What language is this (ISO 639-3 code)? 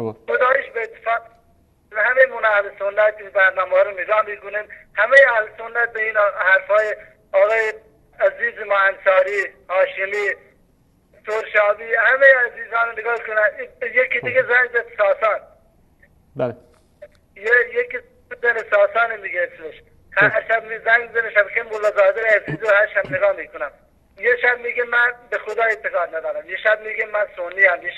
fas